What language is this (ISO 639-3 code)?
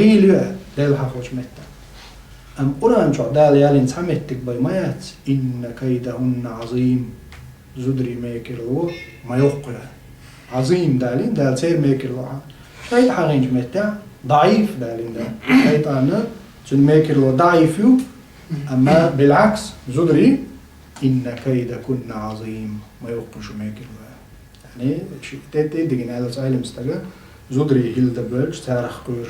che